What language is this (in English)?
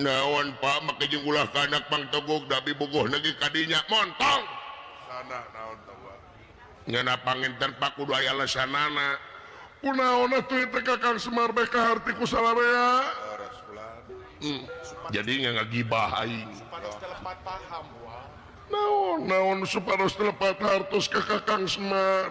Sundanese